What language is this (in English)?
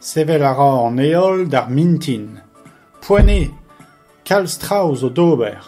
Breton